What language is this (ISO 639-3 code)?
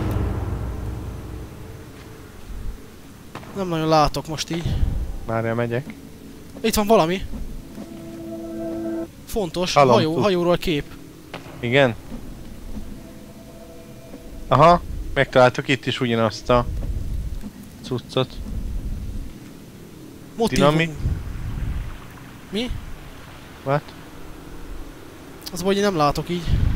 hun